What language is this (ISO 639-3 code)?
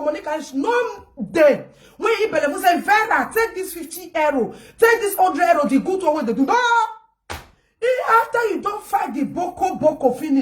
pcm